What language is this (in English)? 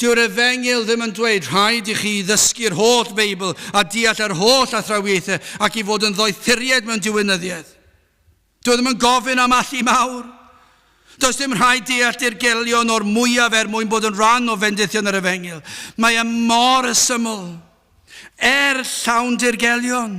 Welsh